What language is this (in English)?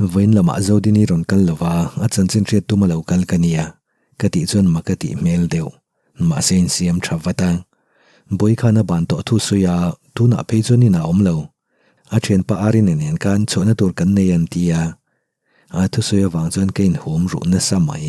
Mizo